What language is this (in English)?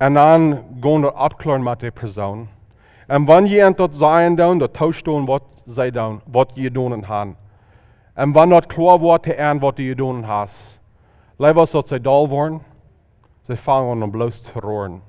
Plautdietsch